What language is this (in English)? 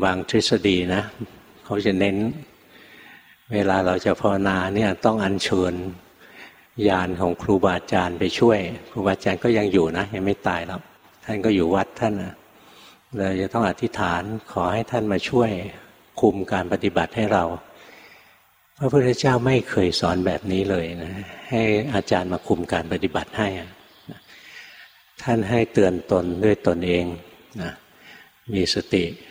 Thai